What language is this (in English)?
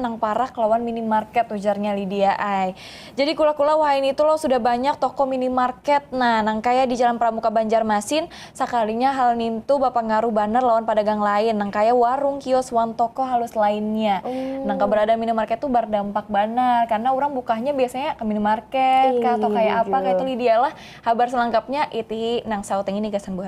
Banjar